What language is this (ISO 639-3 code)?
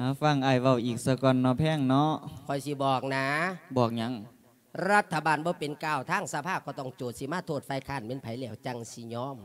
lao